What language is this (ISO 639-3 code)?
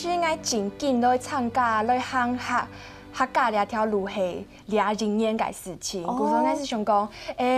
hak